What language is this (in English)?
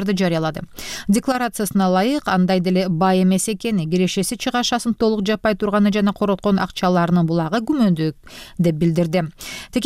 Kyrgyz